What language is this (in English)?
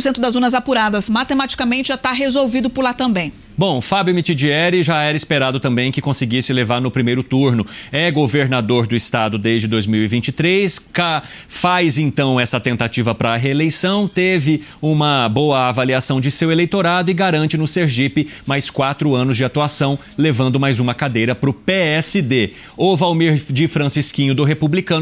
Portuguese